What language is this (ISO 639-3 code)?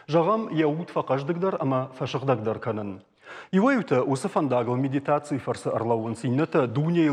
oss